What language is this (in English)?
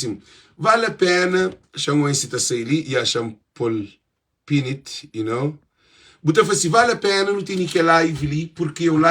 Kabuverdianu